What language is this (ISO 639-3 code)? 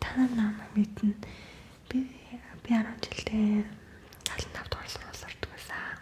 mon